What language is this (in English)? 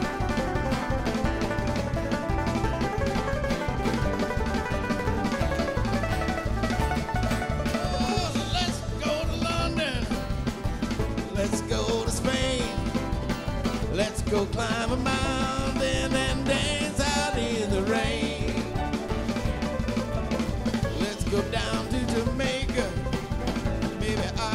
English